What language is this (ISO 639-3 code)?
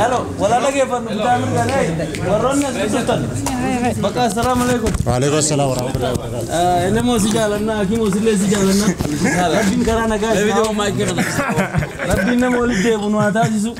orm